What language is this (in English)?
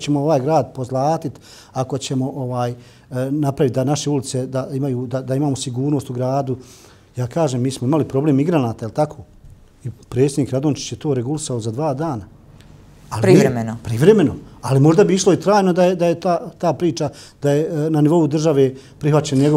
Bosnian